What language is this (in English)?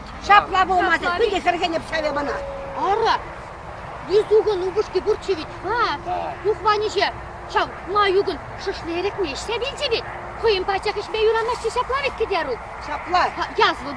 Chuvash